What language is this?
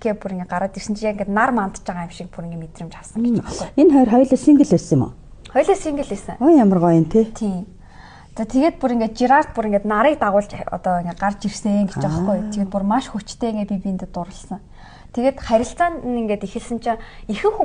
Mongolian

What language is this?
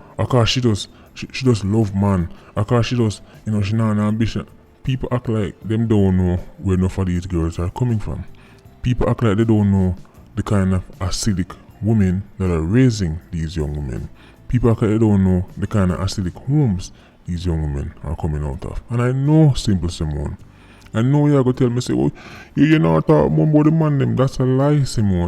Jamaican Creole English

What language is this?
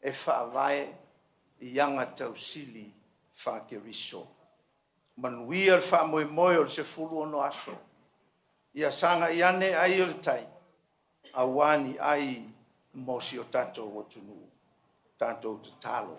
Samoan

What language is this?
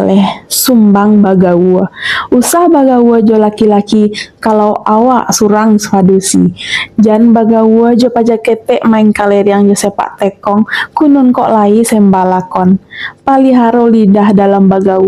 Minangkabau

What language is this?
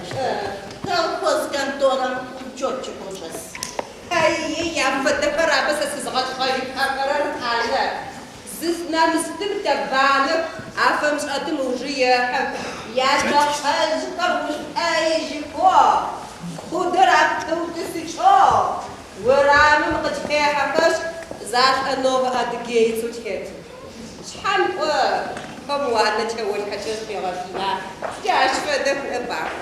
Adyghe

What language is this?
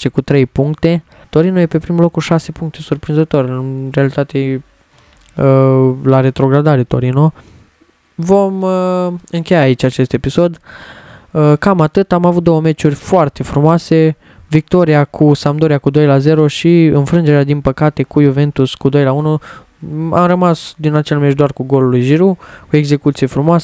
Romanian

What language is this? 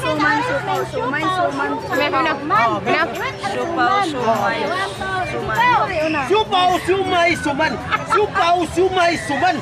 Cebuano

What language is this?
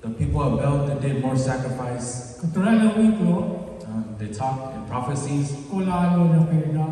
S'gaw Karen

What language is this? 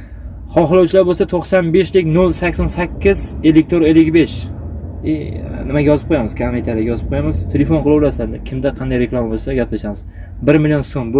Uzbek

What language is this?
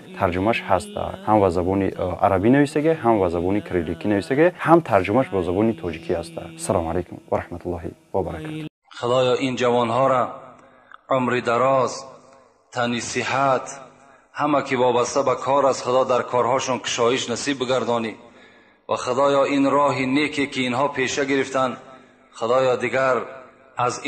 Tajik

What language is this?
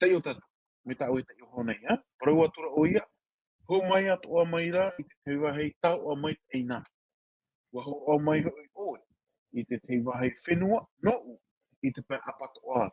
Tahitian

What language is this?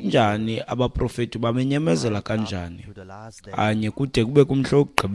Xhosa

